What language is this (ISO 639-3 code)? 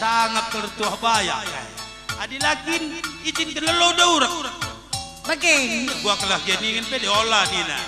btx